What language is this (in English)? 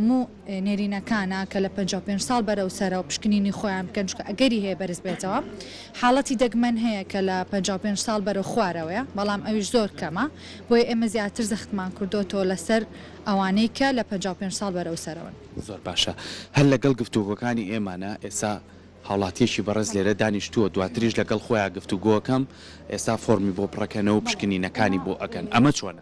Central Kurdish